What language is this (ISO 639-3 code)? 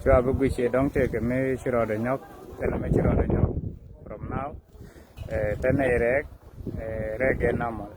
nus